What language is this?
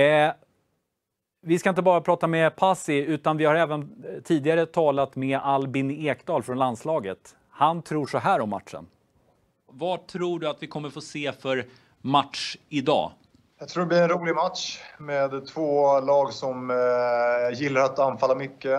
Swedish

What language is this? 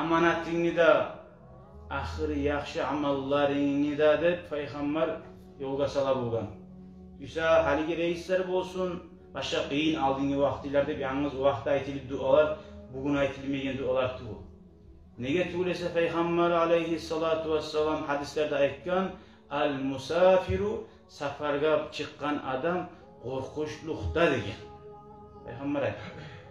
Kumyk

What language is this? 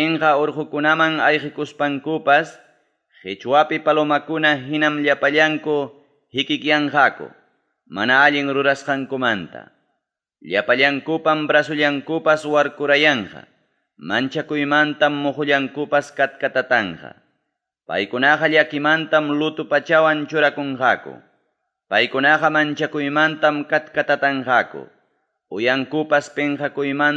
Ayacucho Quechua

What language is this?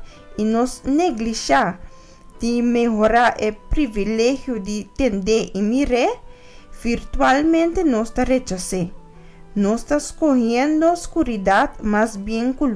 Papiamento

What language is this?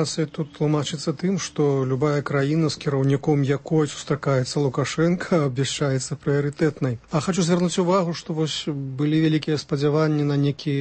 Belarusian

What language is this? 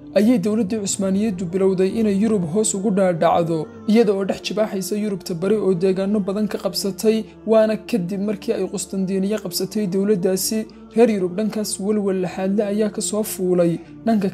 Somali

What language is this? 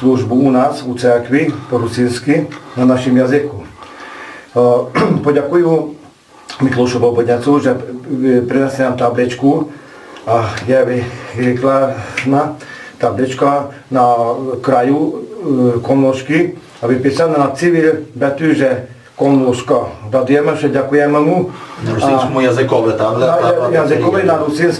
Rusyn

